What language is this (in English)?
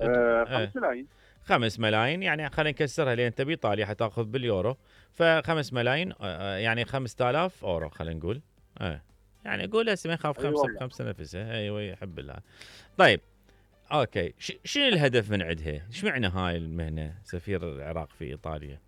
Mesopotamian Arabic